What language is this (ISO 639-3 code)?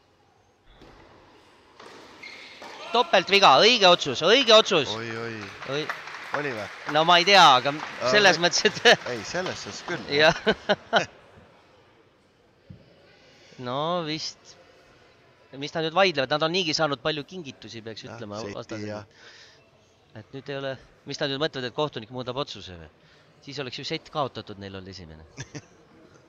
est